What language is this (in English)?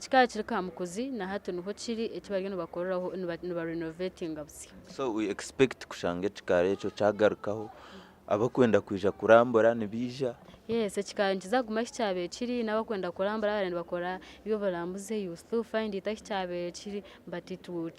Nyankole